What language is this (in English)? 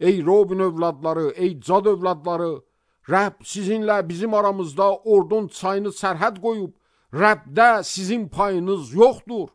Azerbaijani